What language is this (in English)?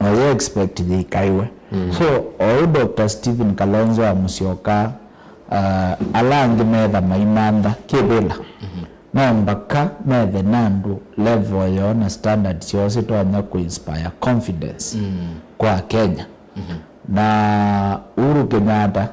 Kamba